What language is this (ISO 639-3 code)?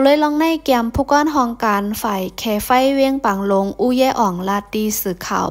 lao